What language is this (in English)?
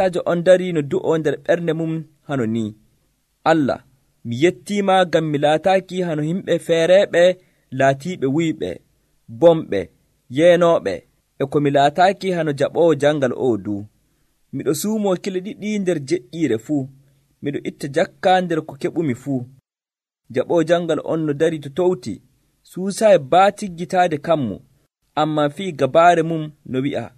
Nigerian Fulfulde